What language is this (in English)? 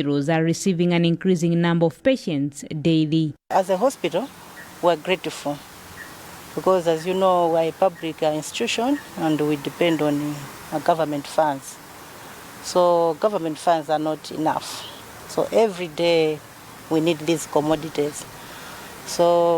English